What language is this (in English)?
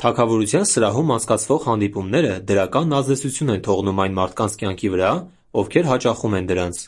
Armenian